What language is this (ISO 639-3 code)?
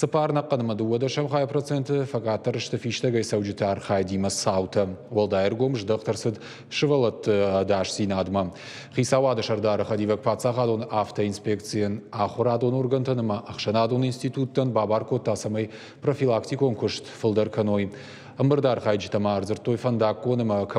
oss